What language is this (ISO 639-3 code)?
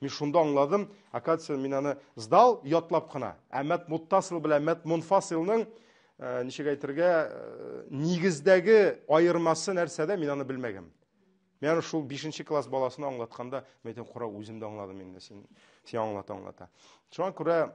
tat